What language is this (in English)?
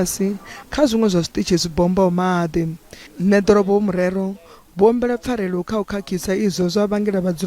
Venda